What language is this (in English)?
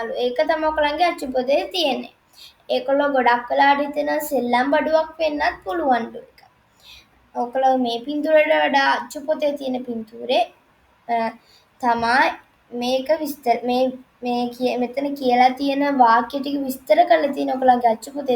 Sinhala